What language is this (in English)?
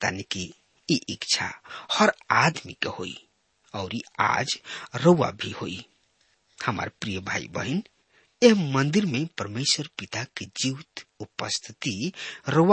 Bhojpuri